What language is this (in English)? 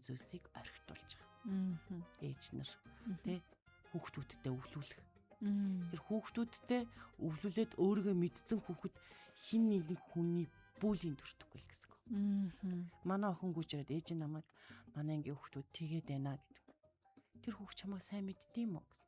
Mongolian